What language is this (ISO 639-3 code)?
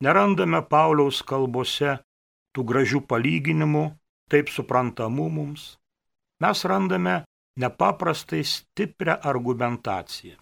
lit